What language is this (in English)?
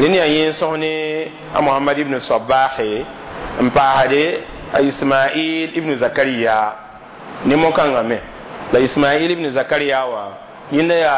Mossi